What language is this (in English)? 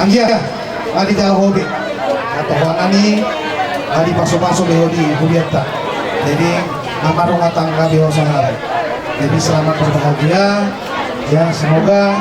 Batak Toba